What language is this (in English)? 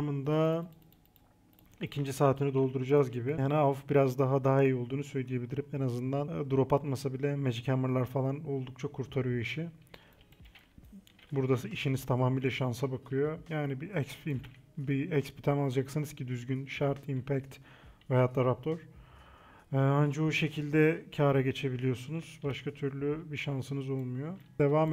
Turkish